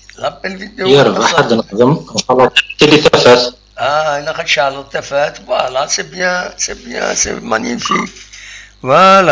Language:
Kabyle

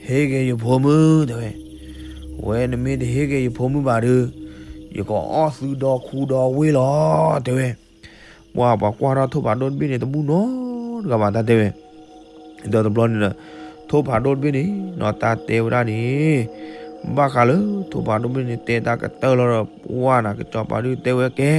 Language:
S'gaw Karen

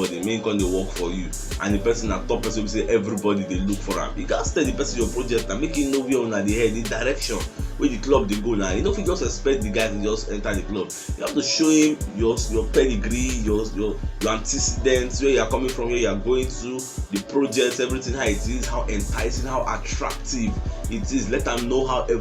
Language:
Nigerian Pidgin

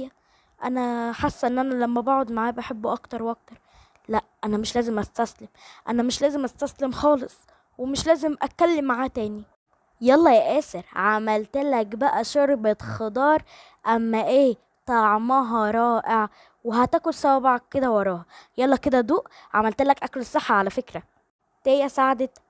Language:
Egyptian Arabic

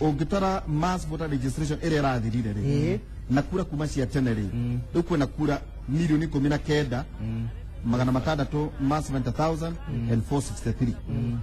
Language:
Kikuyu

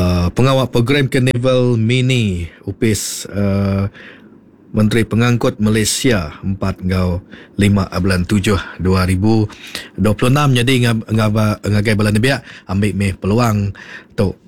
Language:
Iban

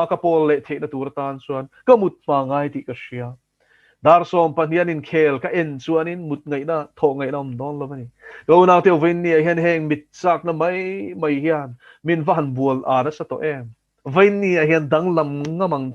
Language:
Mizo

